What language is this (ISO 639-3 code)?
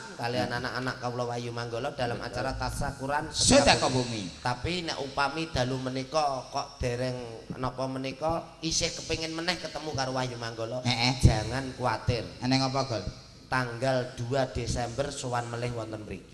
jav